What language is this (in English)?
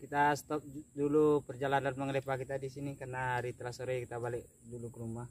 Minangkabau